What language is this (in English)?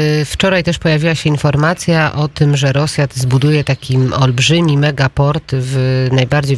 Polish